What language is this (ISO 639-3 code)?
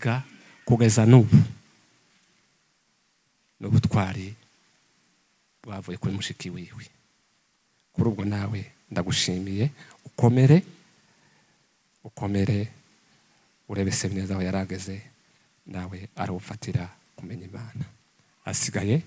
kin